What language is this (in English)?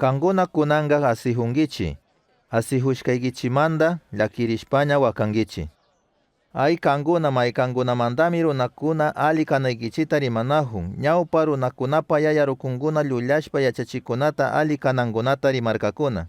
Chimborazo Highland Quichua